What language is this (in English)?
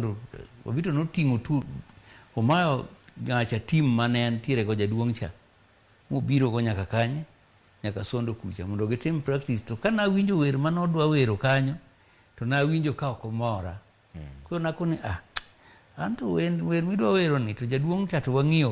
Luo (Kenya and Tanzania)